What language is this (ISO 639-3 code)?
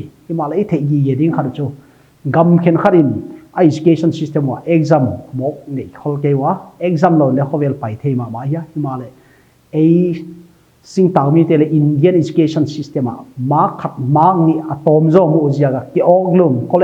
pck